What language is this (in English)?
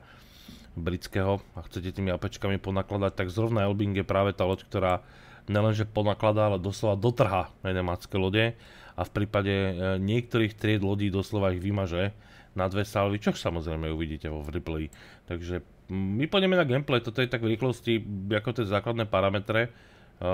Slovak